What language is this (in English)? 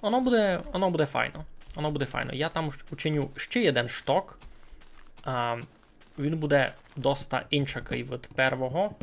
Rusyn